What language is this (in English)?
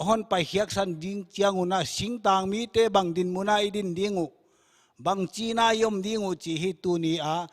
Paite Chin